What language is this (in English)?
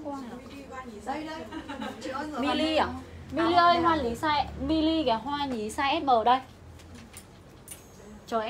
Vietnamese